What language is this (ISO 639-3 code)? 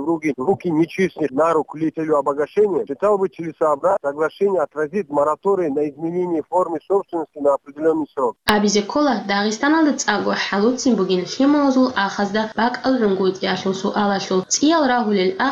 ava